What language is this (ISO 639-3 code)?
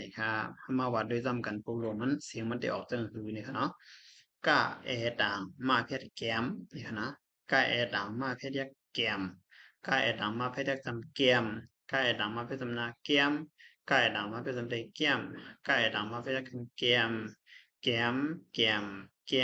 shn